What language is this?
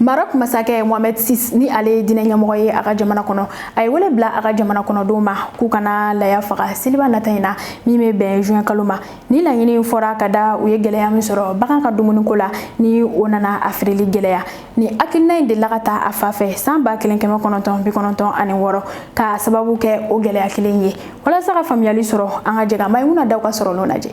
Bambara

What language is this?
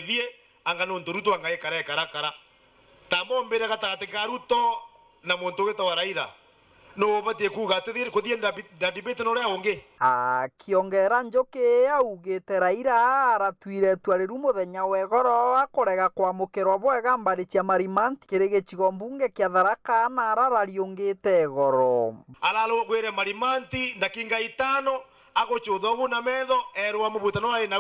Meru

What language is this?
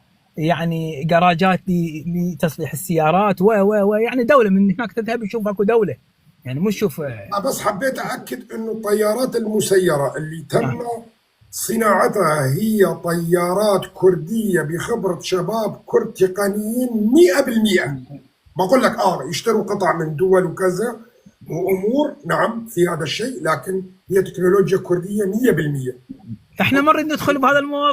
North Levantine Arabic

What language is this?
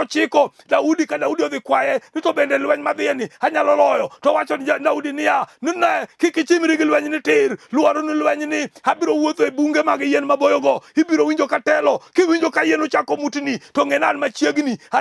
Luo (Kenya and Tanzania)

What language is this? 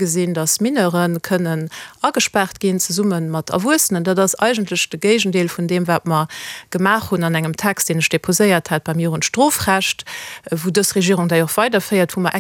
Luxembourgish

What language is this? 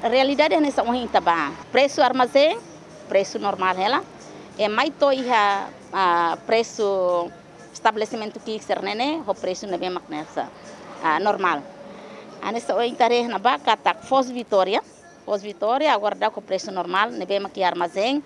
Tetum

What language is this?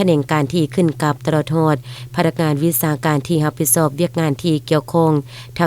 Lao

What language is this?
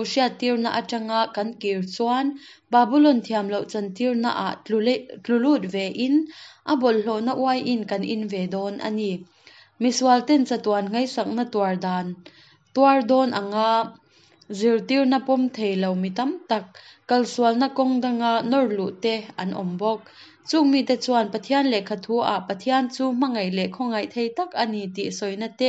Hakha Chin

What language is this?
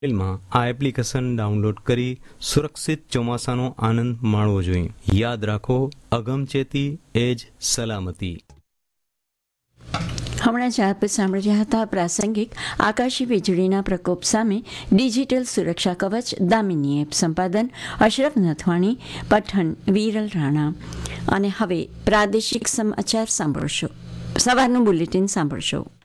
Gujarati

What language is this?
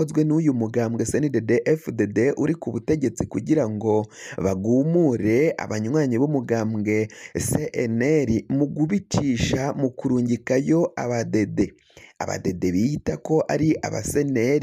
Rundi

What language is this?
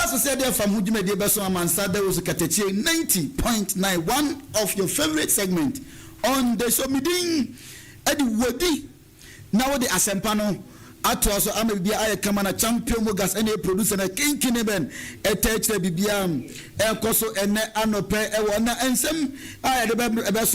Akan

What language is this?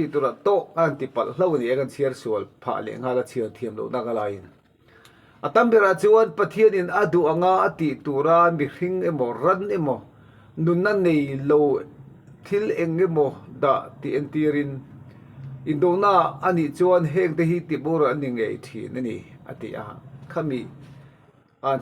Mizo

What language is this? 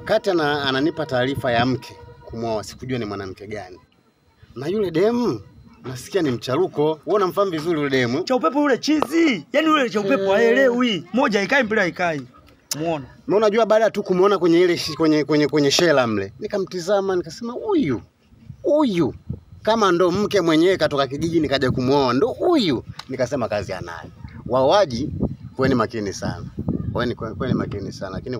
Swahili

